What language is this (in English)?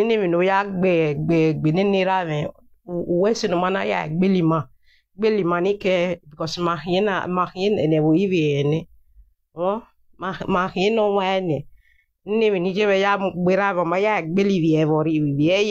Nigerian Pidgin